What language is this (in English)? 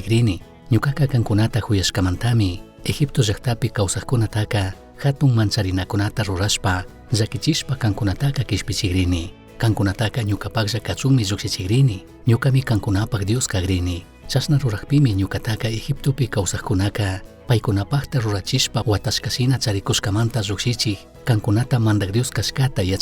Chimborazo Highland Quichua